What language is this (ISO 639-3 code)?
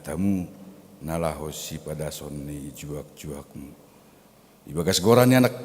bts